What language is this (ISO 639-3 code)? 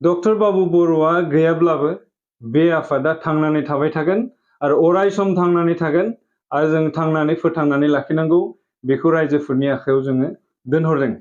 brx